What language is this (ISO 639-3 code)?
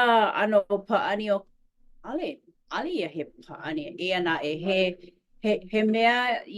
haw